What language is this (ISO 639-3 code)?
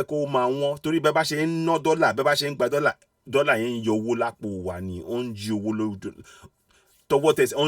yor